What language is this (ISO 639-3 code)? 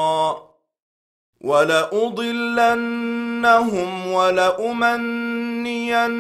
ara